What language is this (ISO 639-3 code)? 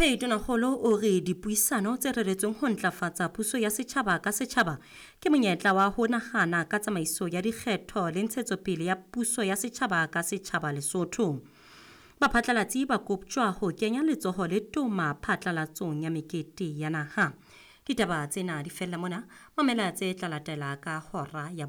sot